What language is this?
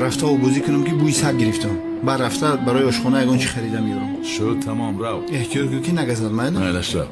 Tajik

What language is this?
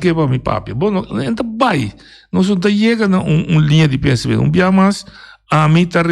Papiamento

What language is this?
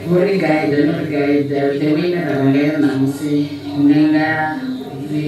Venda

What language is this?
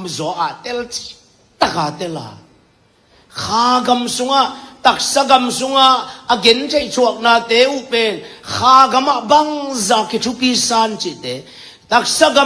Tedim Chin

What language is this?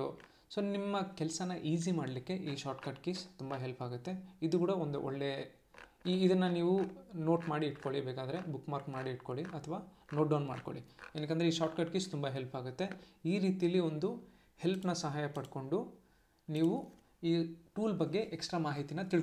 Kannada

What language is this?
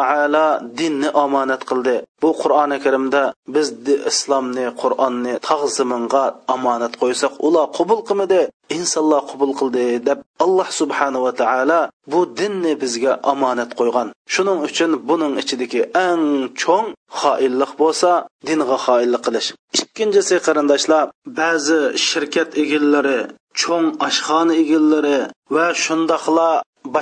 Uyghur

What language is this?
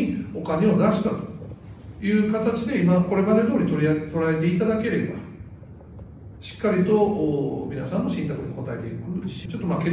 Japanese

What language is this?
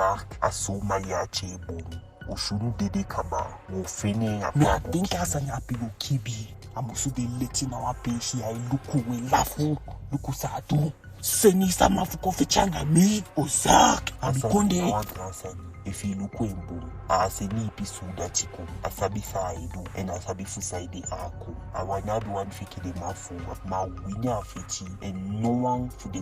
Eastern Maroon Creole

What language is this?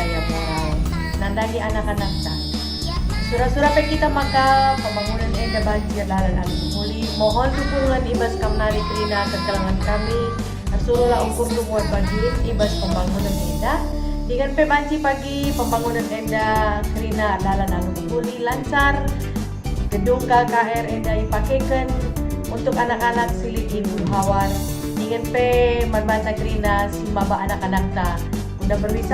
Batak Karo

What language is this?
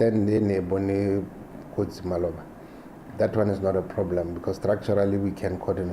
Tswana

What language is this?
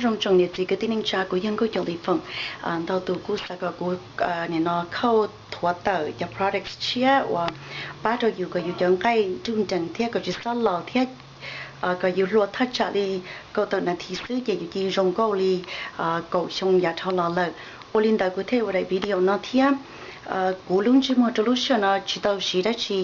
Hmong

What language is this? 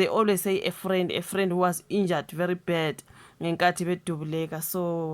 Zulu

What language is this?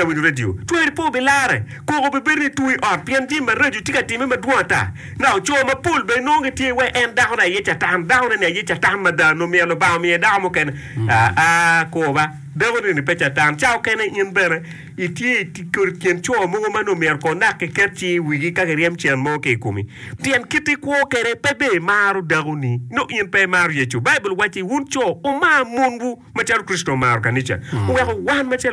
Acoli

